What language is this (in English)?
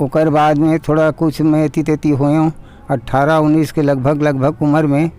Chhattisgarhi